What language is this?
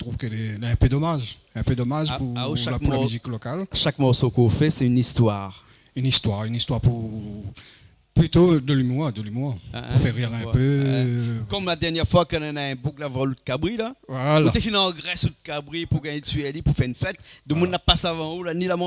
Réunion Creole French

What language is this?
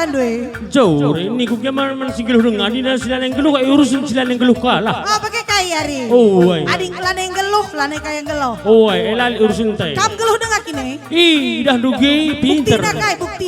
Batak Karo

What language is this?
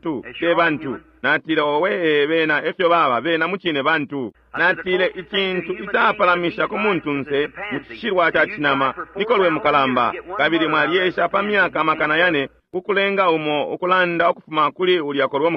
Bemba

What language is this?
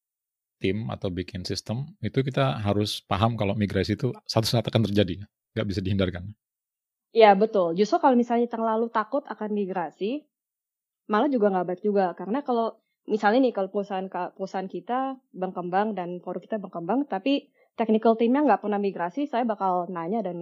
Indonesian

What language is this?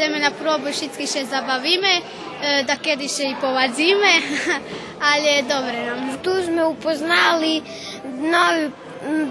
Rusyn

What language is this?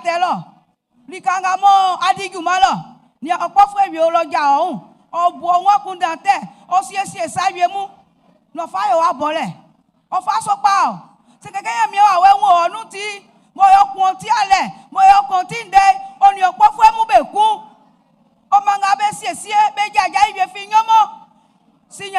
Baoulé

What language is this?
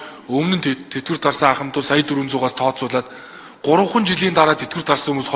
Mongolian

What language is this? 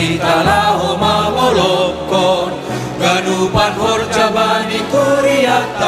Batak Simalungun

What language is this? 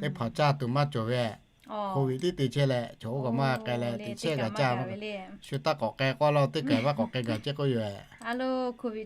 Lahu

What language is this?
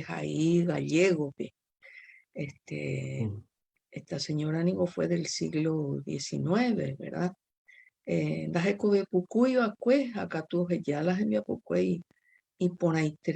Guarani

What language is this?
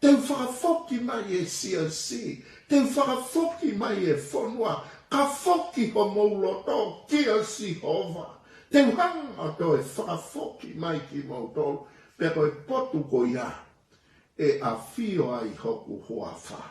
Tongan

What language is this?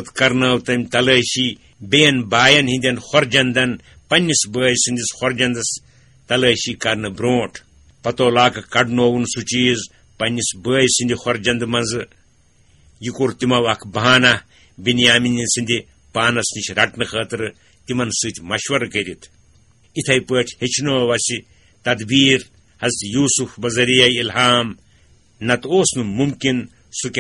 Kashmiri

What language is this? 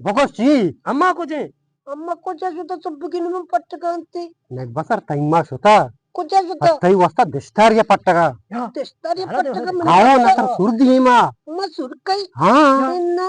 Eastern Balochi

